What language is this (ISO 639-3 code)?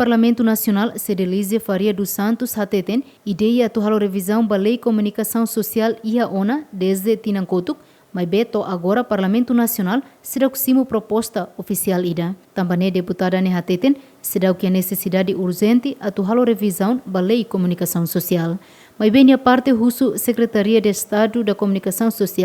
tet